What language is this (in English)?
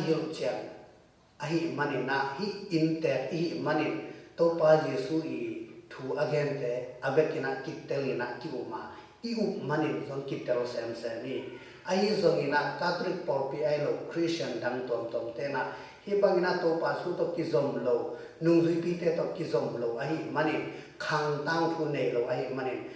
Tedim Chin